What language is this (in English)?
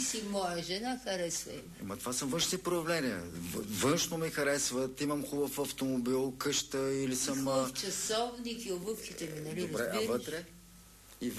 Bulgarian